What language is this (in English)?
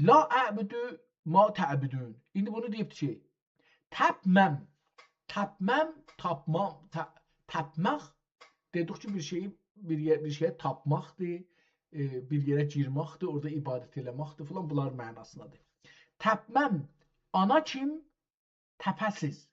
South Azerbaijani